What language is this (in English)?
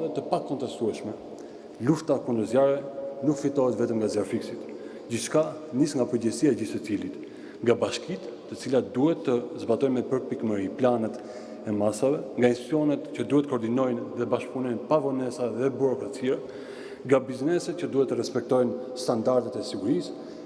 Albanian